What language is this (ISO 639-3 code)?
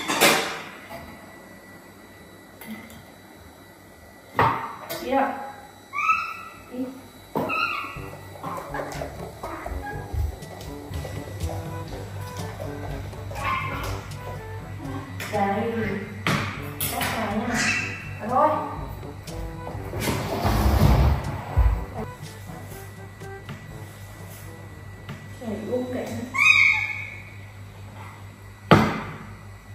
vie